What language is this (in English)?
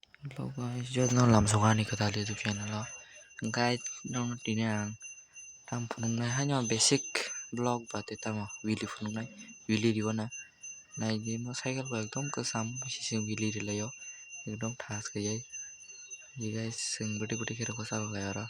Kok Borok